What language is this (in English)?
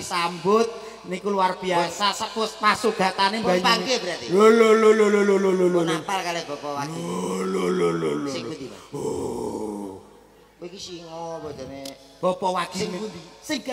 Javanese